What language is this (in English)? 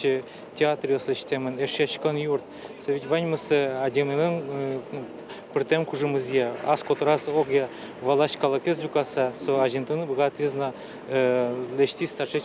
Udmurt